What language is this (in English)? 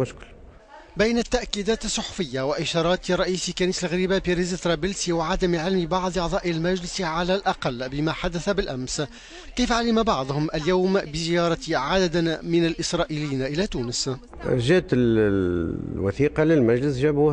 Tunisian Arabic